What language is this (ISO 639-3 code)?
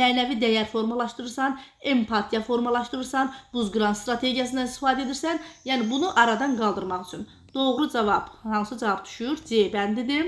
aze